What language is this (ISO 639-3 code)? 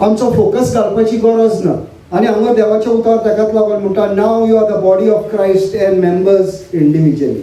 kok